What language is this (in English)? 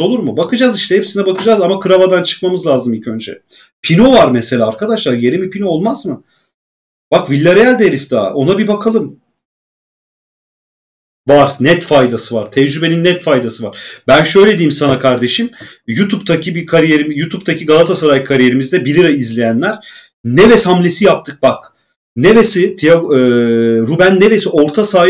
Turkish